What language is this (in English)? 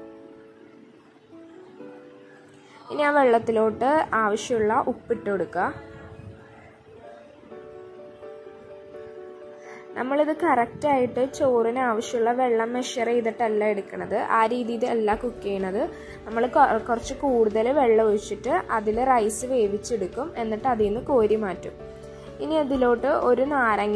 Malayalam